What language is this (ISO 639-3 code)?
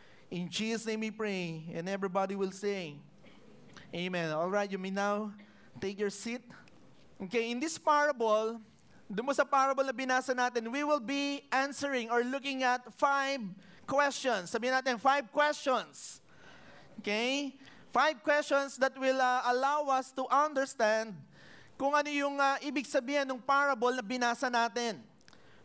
fil